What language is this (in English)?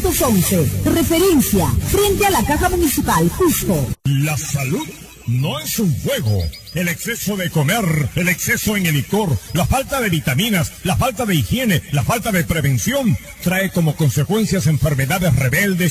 Spanish